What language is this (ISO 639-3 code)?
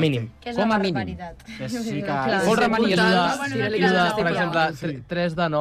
cat